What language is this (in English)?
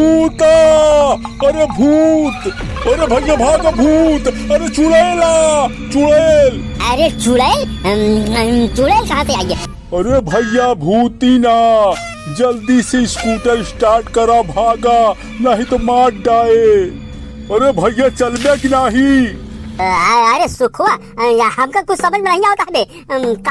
Awadhi